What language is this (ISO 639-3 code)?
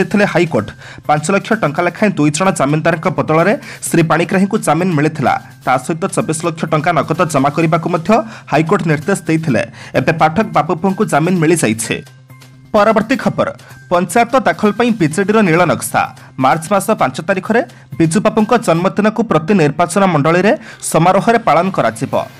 ori